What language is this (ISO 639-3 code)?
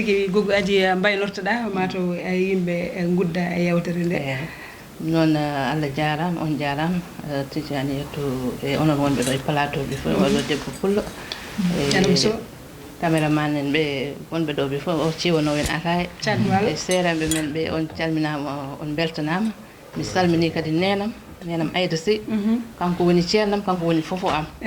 ful